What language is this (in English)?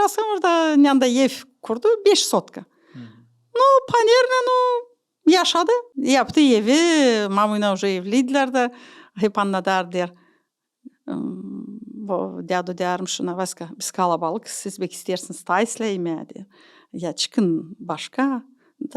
Gagauz